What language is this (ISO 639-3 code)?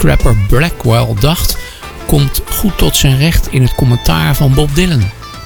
nld